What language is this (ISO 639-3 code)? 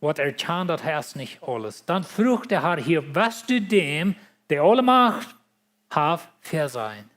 pdt